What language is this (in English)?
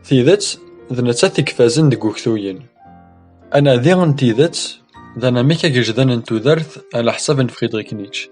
Kabyle